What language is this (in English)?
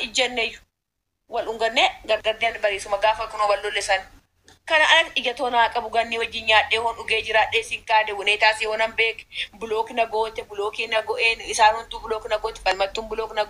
Oromo